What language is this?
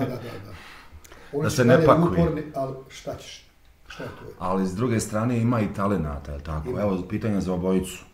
Bosnian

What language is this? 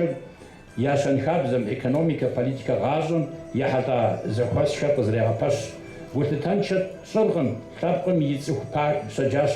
Kabardian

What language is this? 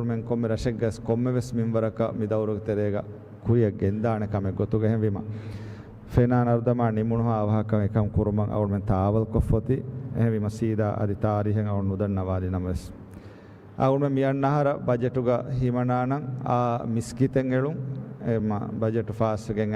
Divehi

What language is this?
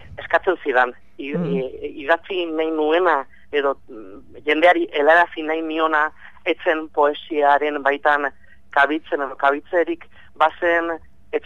Basque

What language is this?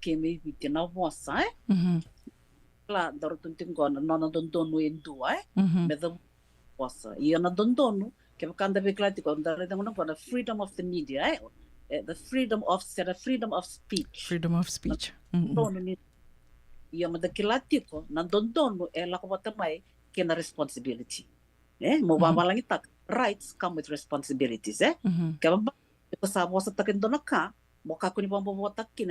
Fijian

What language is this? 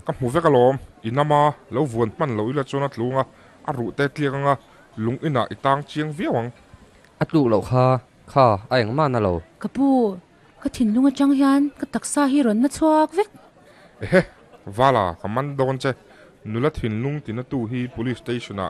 Mizo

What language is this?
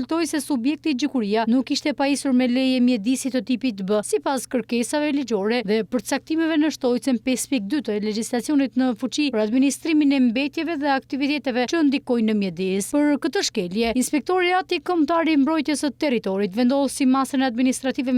Albanian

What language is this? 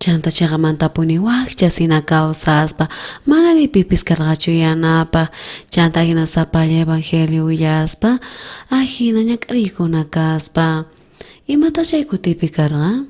South Bolivian Quechua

